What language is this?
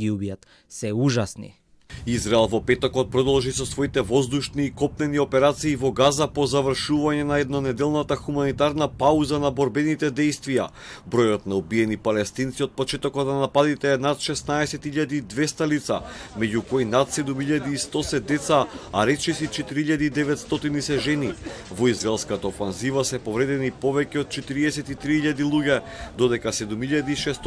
Macedonian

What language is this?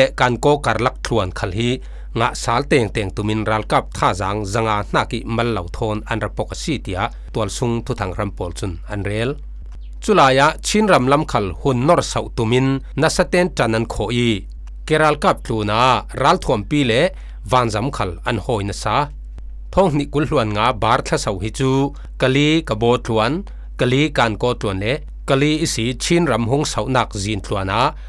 Falam Chin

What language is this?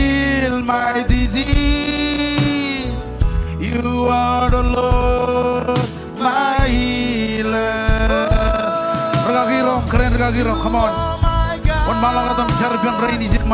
Marshallese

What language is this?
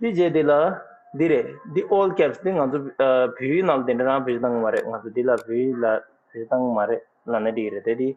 Tibetan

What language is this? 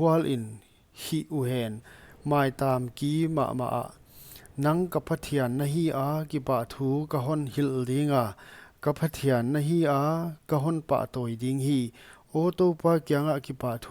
Paite Chin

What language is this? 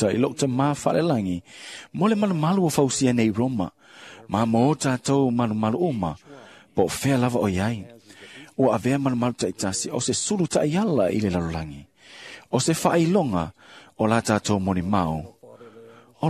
Samoan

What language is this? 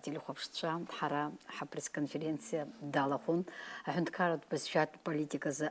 Abkhazian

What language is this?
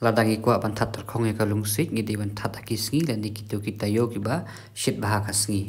Khasi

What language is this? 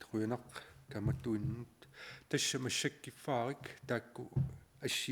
Kalaallisut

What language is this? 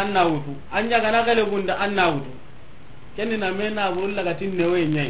Soninke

